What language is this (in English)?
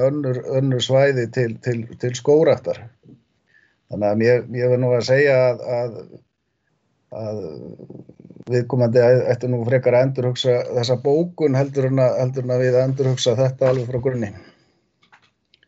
Icelandic